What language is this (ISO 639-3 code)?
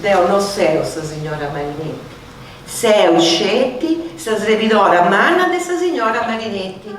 srd